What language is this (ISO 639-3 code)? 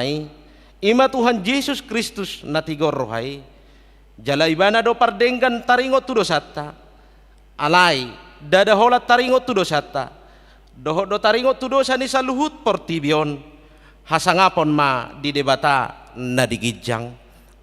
bbc